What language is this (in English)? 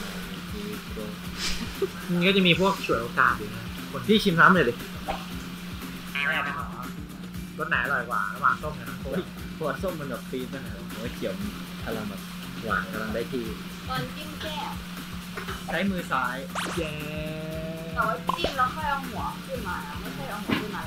Thai